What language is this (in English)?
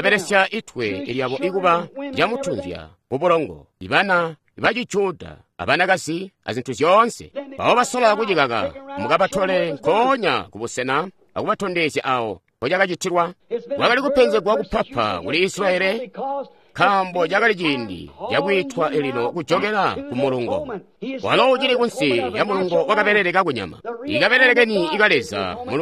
Tonga (Zambia)